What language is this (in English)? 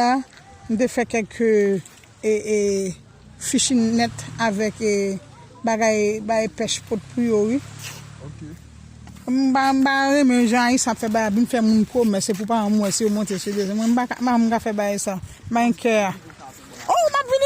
Haitian Creole